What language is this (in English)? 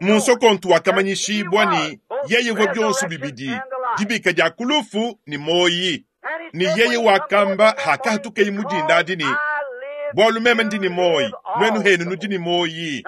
Luba-Lulua